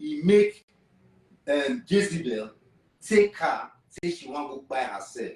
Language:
Nigerian Pidgin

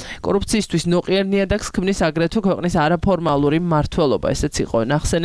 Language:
Georgian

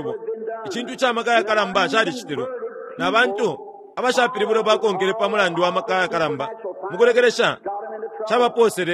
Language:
Bemba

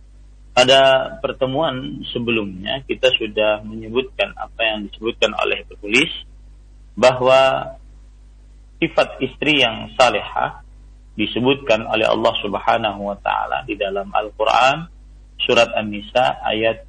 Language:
Indonesian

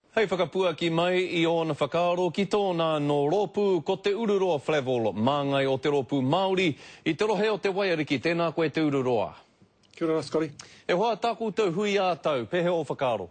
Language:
Māori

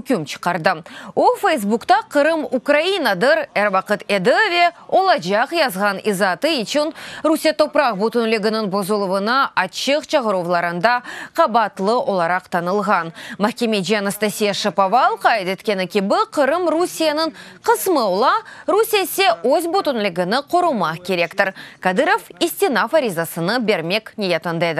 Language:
Crimean Tatar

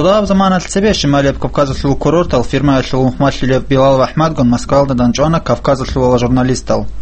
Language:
Avaric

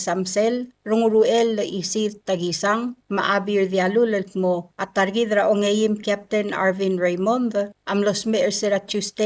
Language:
Palauan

